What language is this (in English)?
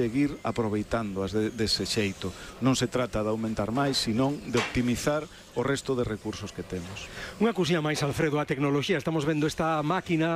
Galician